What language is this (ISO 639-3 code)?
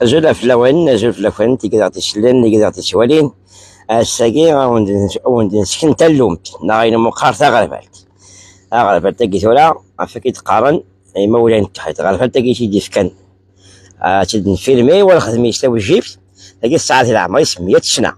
kab